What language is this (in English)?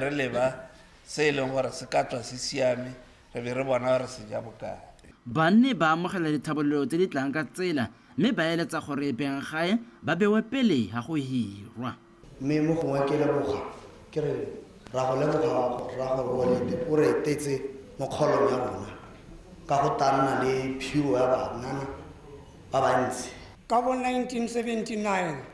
Tswana